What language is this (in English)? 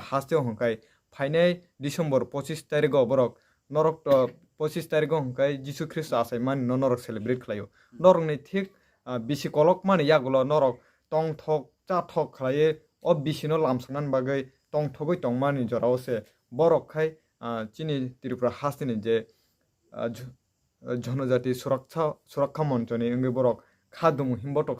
Kok Borok